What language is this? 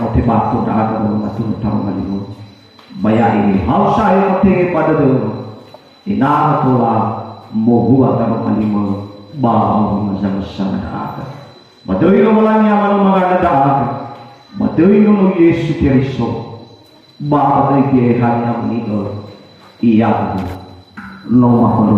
Nias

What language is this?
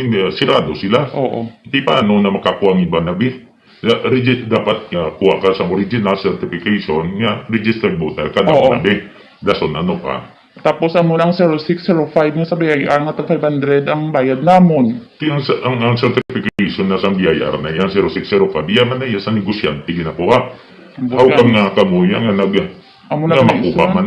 Hiligaynon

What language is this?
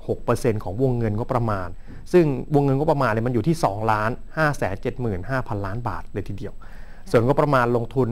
Thai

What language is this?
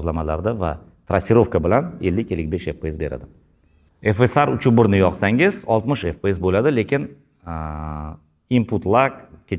Uzbek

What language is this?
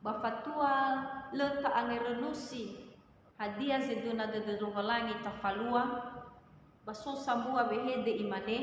Nias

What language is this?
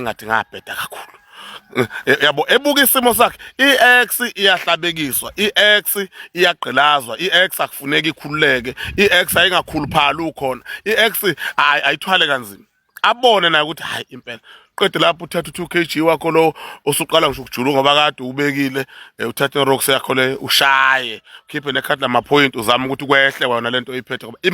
Zulu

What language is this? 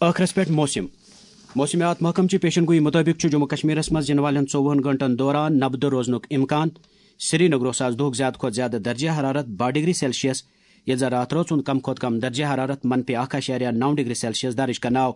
Kashmiri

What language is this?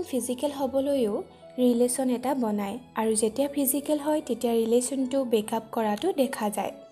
Assamese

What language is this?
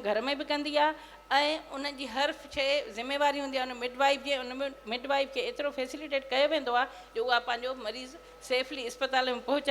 Sindhi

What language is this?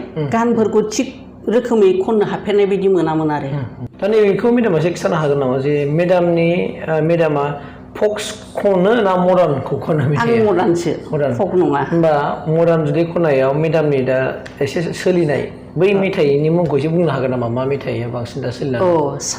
Bodo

